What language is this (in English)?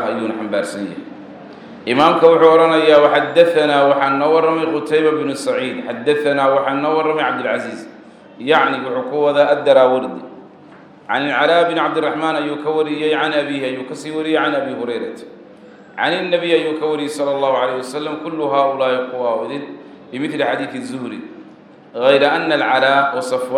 Somali